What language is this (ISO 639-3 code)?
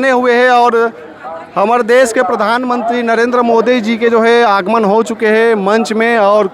hne